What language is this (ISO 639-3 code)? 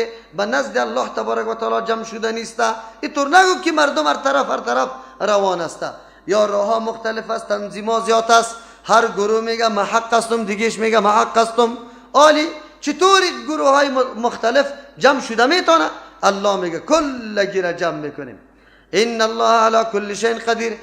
fas